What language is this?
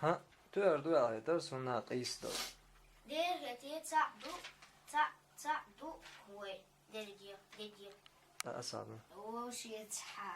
Chechen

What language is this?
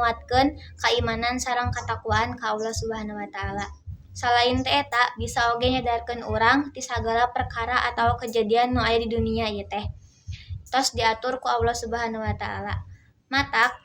Sundanese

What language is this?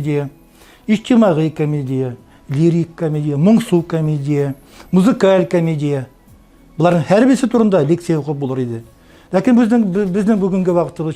Tatar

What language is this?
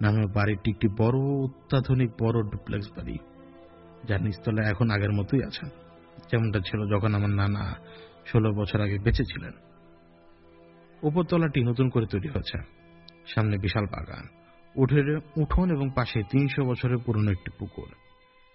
Bangla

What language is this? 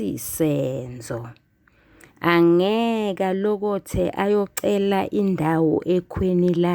Zulu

